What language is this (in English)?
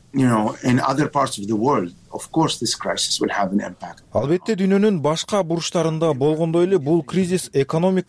Kyrgyz